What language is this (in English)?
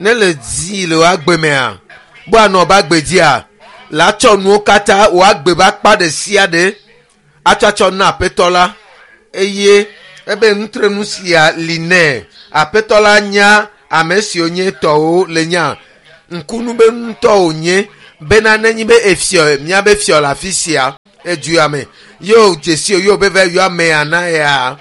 Ewe